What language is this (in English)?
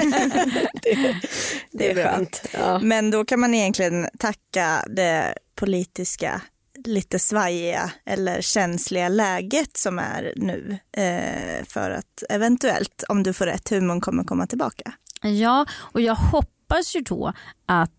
Swedish